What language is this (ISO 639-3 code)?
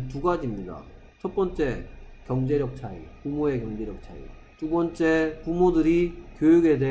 kor